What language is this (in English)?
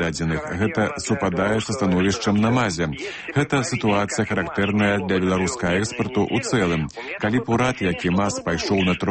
Belarusian